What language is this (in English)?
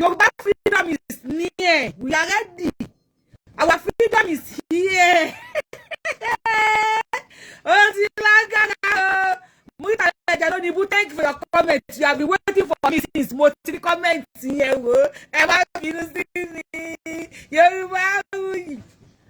Yoruba